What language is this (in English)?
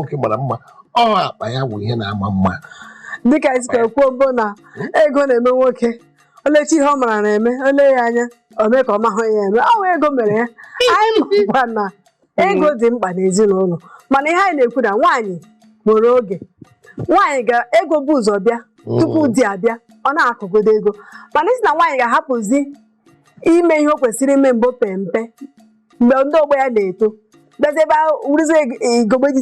Igbo